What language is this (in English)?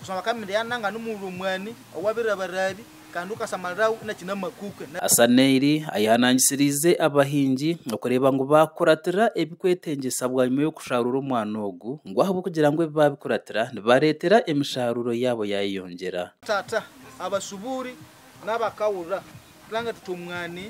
Nyankole